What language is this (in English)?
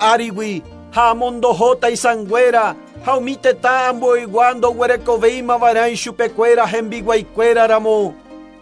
Guarani